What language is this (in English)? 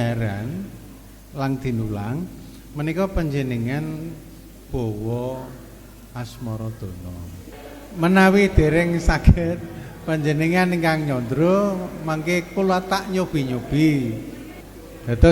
Javanese